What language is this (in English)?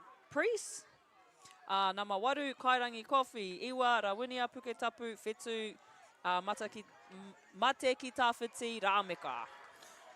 Māori